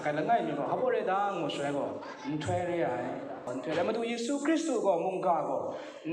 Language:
Kachin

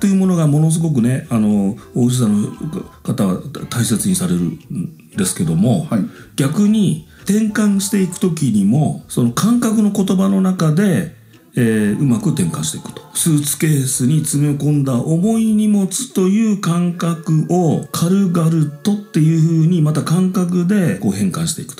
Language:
Japanese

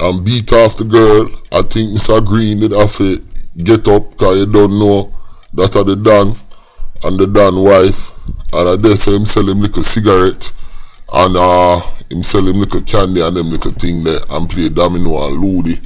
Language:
Jamaican Creole English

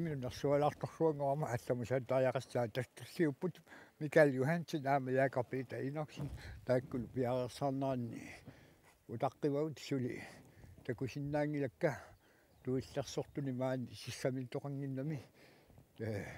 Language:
Kalaallisut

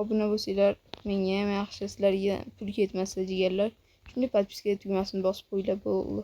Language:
Uzbek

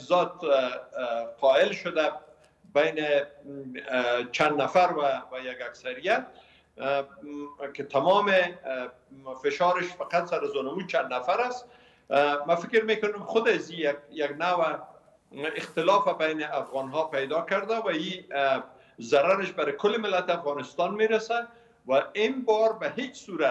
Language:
Persian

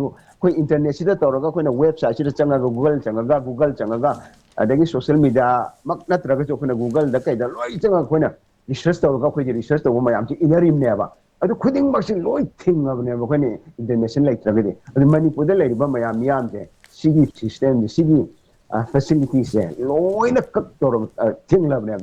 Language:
Manipuri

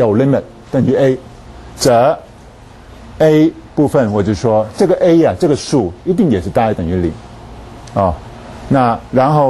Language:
Chinese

